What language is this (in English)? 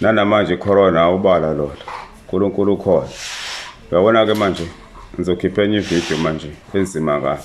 Zulu